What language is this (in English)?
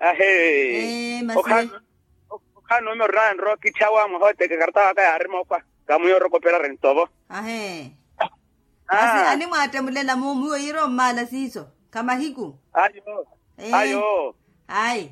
Makhuwa